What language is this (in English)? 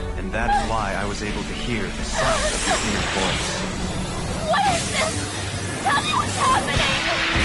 English